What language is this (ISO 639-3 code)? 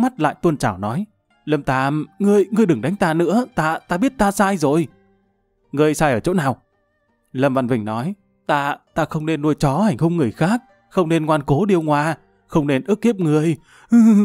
vie